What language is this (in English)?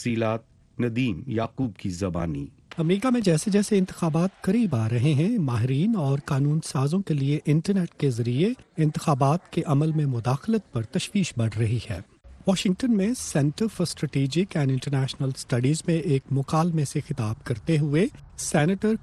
Urdu